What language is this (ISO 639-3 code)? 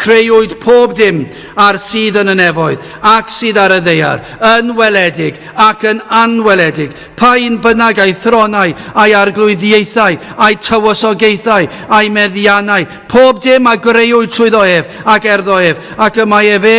cym